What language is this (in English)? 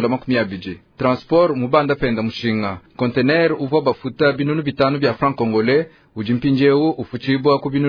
Luba-Lulua